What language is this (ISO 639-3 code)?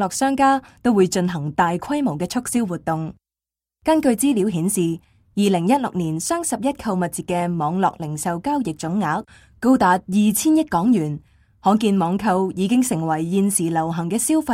yue